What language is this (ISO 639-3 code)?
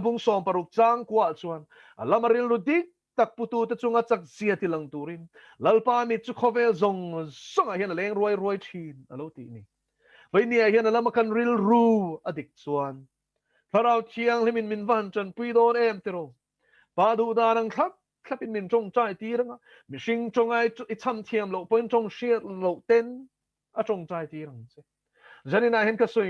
lus